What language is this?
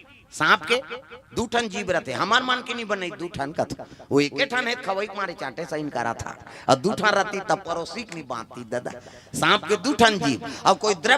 Chhattisgarhi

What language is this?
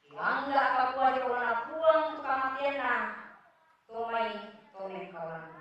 Toraja-Sa'dan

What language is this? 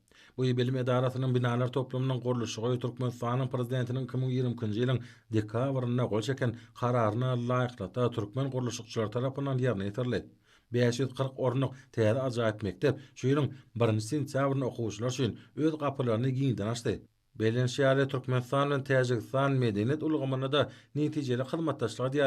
Turkmen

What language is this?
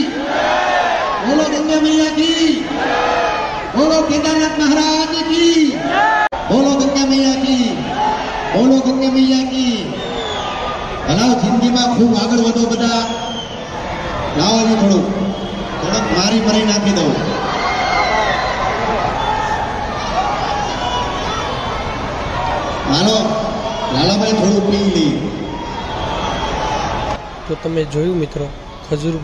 Gujarati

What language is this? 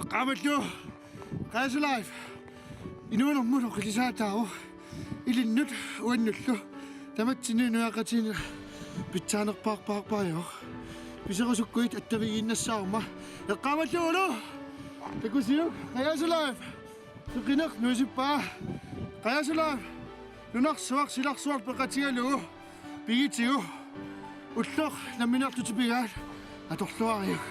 Kalaallisut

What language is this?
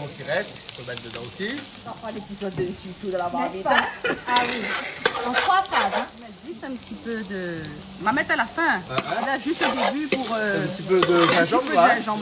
Réunion Creole French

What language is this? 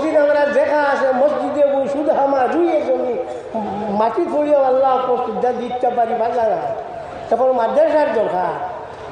Sylheti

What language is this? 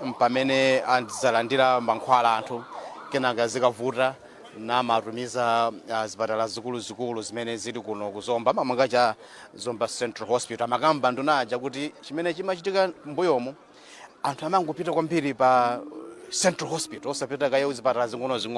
Nyanja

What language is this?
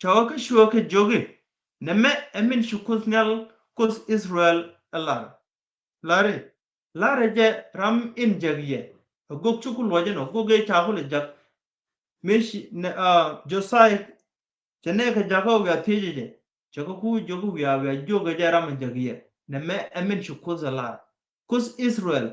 Nuer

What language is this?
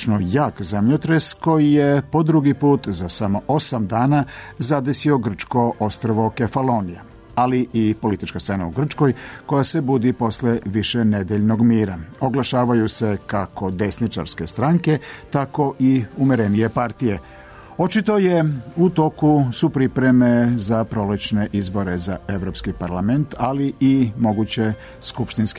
Serbian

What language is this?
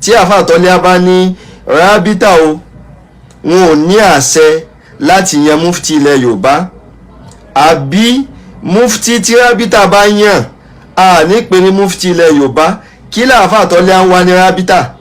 Yoruba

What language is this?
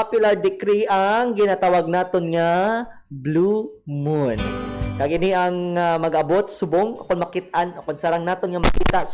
Hiligaynon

